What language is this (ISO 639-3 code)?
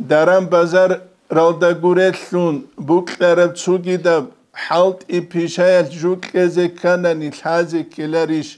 ava